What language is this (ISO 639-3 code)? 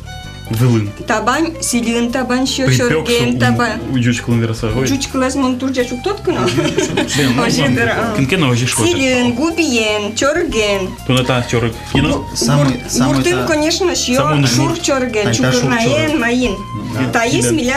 udm